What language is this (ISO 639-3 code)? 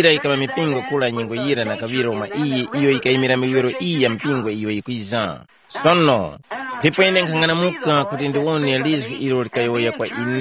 tum